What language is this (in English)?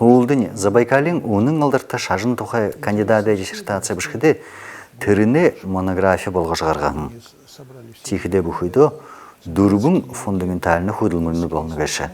Buriat